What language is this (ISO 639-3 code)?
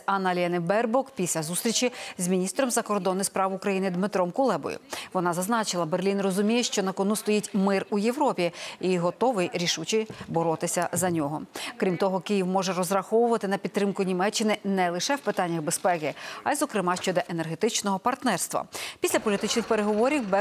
ukr